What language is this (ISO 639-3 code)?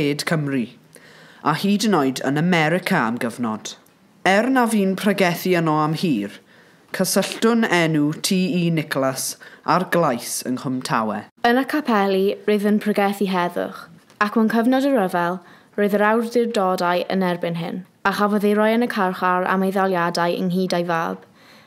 cym